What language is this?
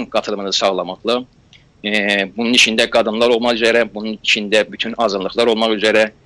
South Azerbaijani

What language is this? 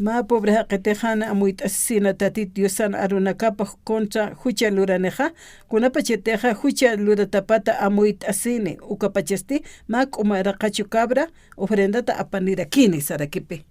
Aymara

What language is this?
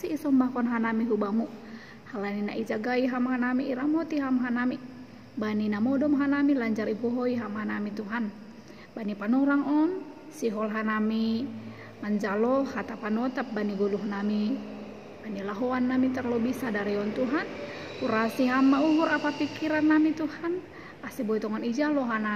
Batak Simalungun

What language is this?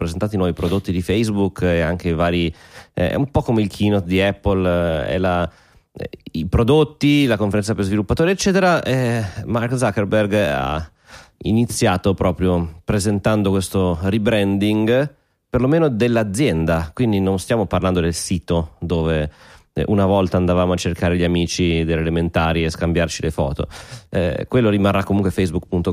Italian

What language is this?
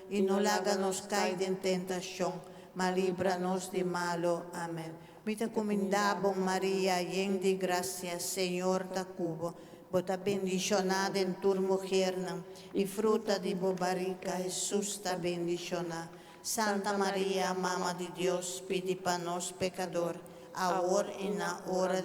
Papiamento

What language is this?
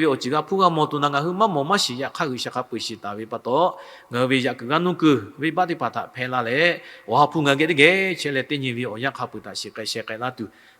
Lahu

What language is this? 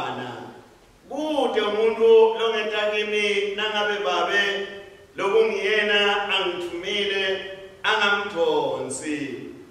Swati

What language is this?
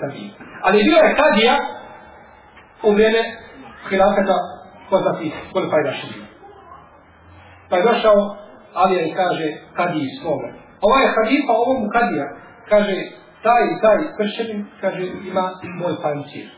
Bosnian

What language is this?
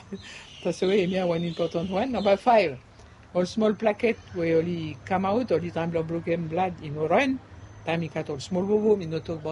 Bislama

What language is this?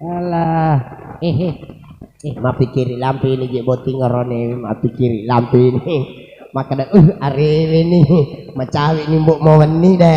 Buginese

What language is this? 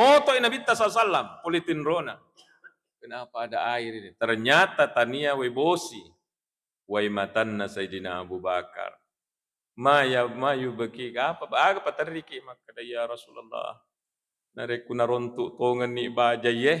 Buginese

